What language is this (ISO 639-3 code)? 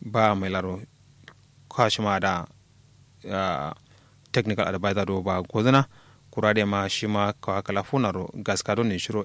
kau